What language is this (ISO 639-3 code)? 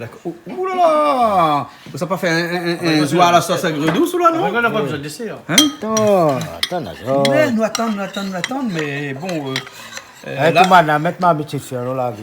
rcf